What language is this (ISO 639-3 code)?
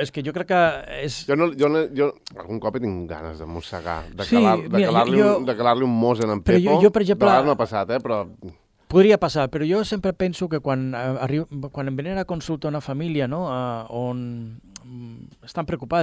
cat